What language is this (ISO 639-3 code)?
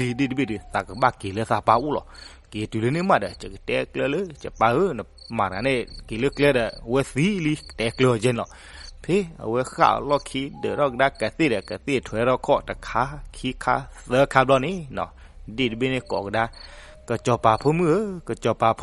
ksw